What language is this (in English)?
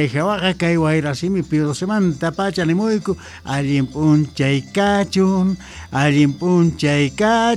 South Bolivian Quechua